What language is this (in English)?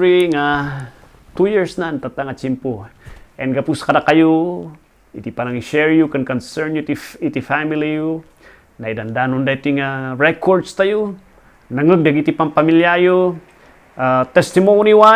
Iloko